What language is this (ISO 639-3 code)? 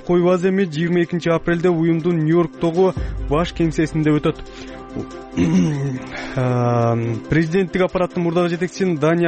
kir